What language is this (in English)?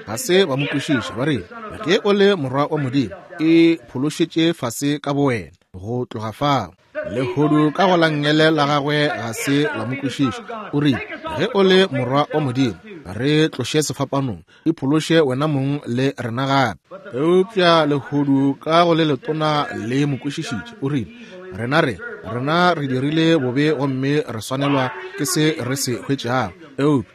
Northern Sotho